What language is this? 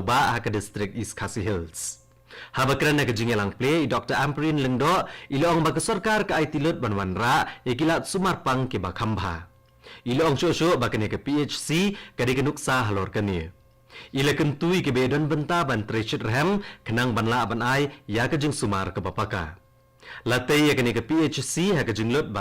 Khasi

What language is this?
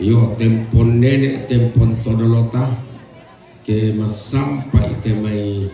Toraja-Sa'dan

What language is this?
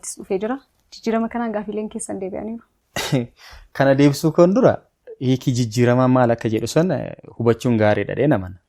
Oromo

